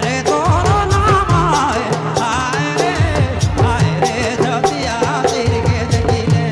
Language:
Sadri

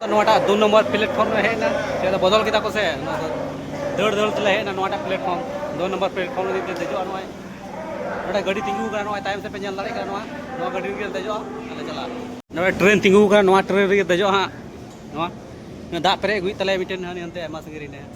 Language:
Santali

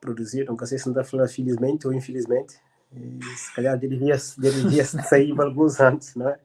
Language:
Kabuverdianu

